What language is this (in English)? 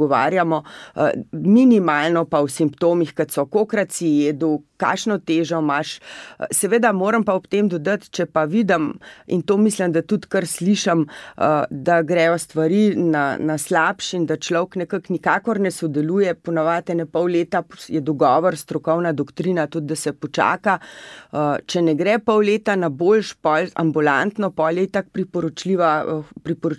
Slovenian